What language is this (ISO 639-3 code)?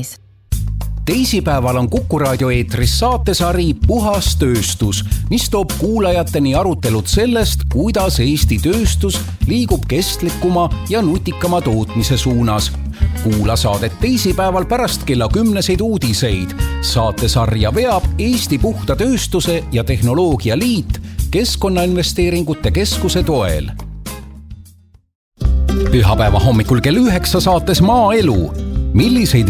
est